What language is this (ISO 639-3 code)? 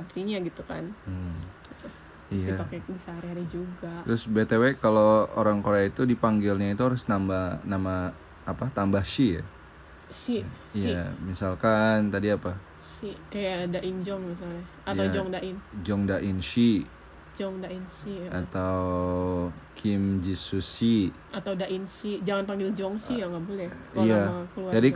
ind